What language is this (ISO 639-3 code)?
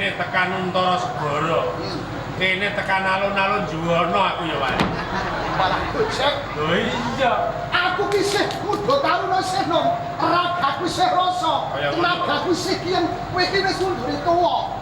jav